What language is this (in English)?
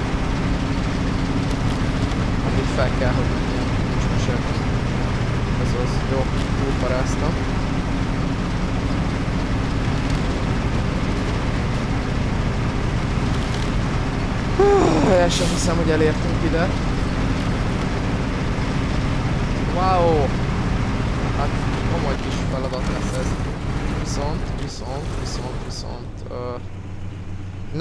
Hungarian